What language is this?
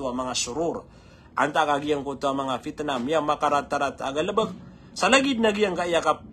Maranao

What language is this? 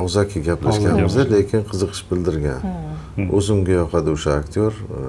Uzbek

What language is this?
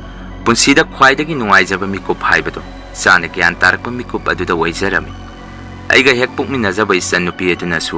Manipuri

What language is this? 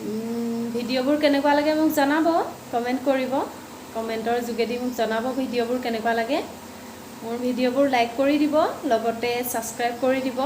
Assamese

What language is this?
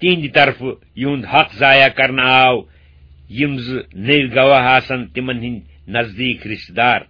Kashmiri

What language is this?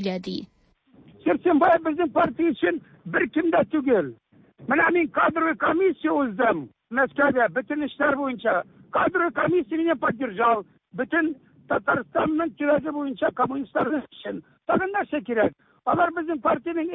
Tatar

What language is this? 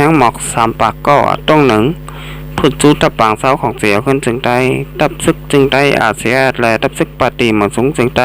Shan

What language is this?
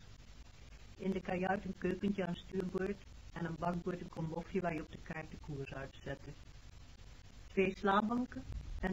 Dutch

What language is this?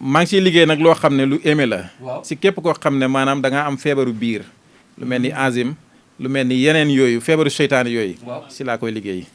Wolof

